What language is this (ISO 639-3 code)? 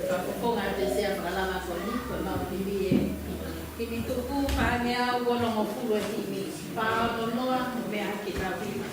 ton